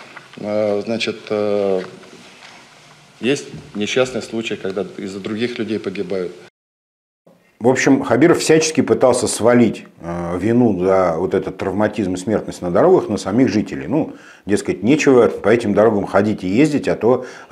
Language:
Russian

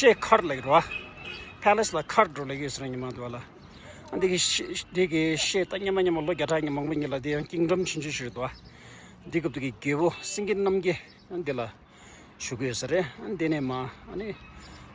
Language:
Tibetan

